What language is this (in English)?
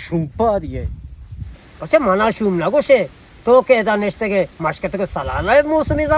Eastern Balochi